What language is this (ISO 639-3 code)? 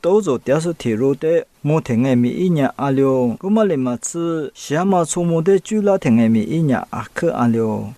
lis